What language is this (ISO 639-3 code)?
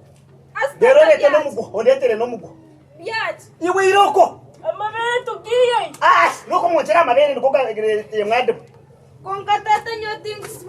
nyn